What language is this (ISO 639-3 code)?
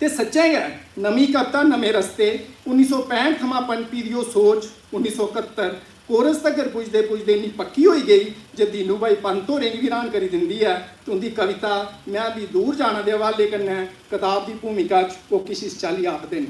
doi